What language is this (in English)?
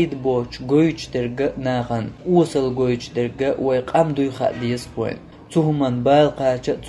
Chechen